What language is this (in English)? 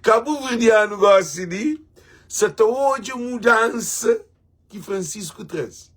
Kabuverdianu